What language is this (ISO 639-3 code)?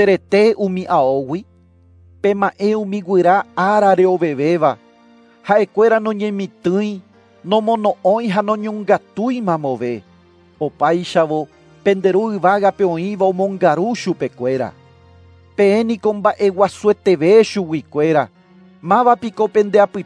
grn